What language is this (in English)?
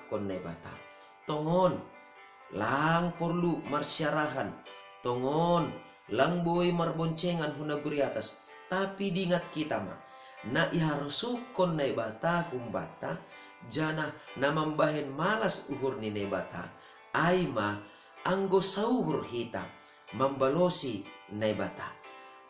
Batak Simalungun